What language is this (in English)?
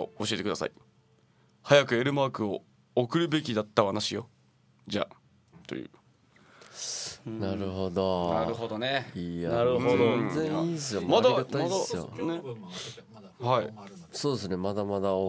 Japanese